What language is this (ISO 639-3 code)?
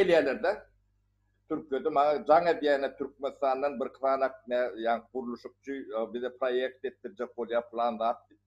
tuk